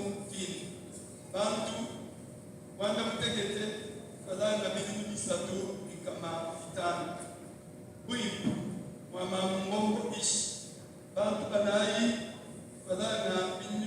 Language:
Luba-Lulua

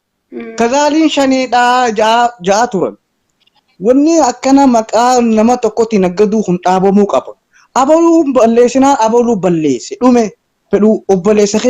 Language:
Oromo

